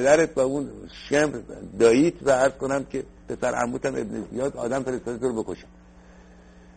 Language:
Persian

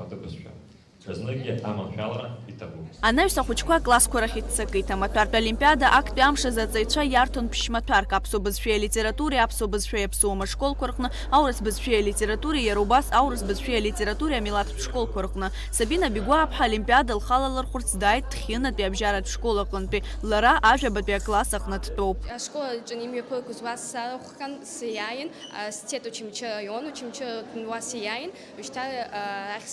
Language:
Abkhazian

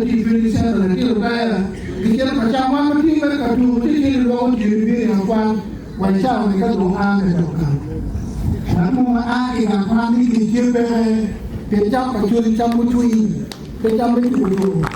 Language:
Acoli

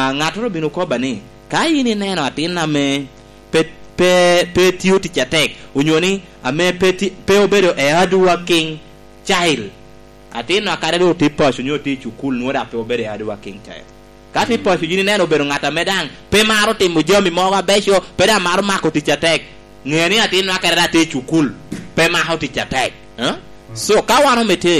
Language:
Lango (Uganda)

